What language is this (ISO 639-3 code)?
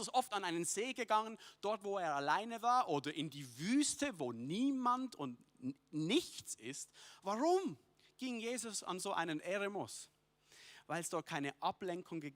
gsw